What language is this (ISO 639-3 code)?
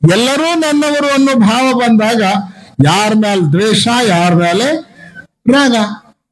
kan